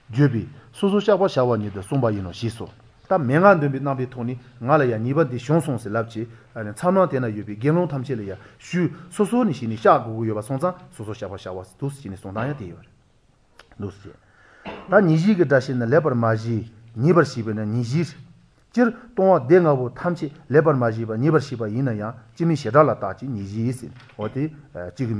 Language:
Latvian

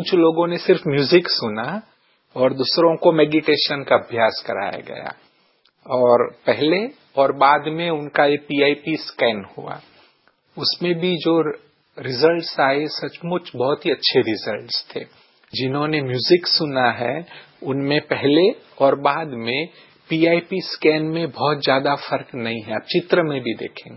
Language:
Hindi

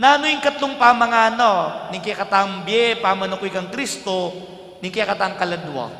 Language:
Pampanga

